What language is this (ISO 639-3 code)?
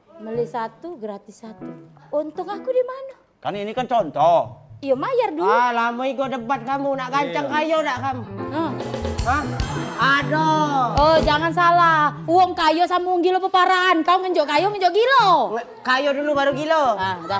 mui